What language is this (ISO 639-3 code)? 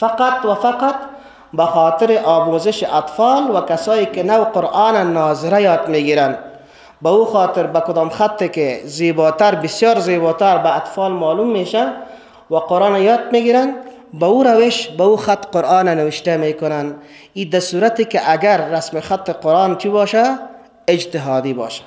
fas